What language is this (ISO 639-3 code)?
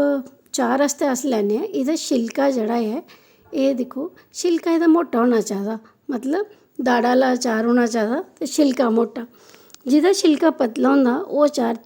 doi